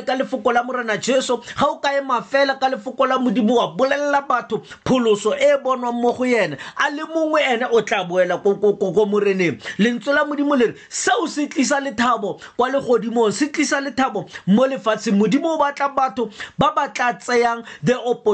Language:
Tswana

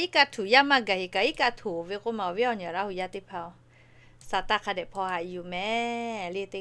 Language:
Lahu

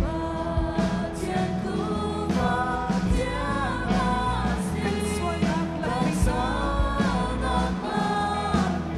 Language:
Hakha Chin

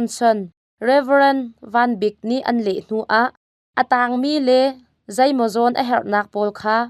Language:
Hakha Chin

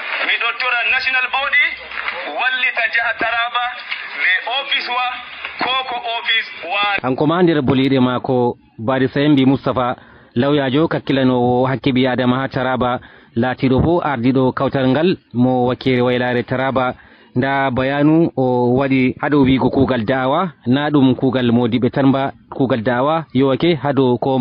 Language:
Fula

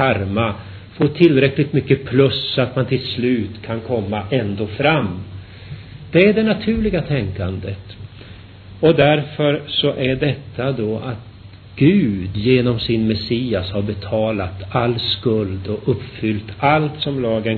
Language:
Swedish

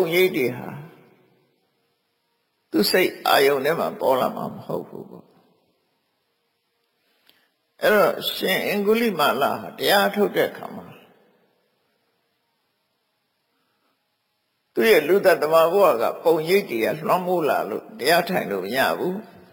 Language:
Burmese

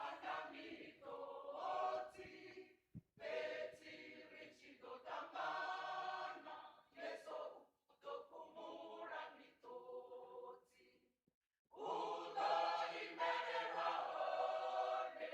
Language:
Venda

